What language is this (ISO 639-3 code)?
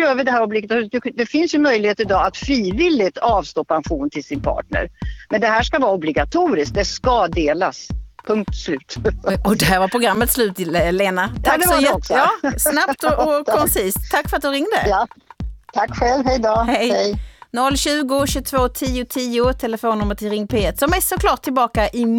swe